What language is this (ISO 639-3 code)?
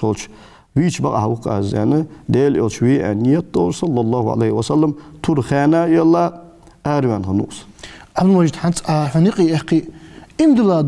inh